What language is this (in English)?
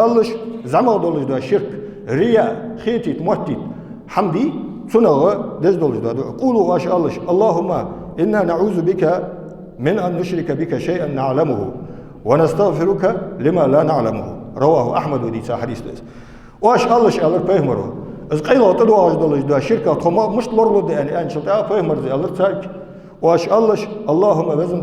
Ingush